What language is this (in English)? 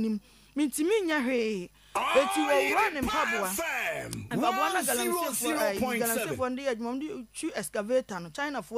Akan